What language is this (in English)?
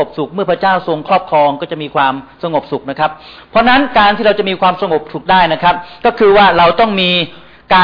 Thai